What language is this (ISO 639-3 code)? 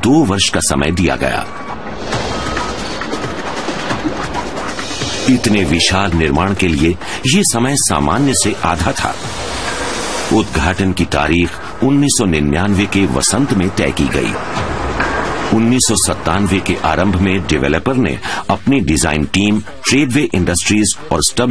hin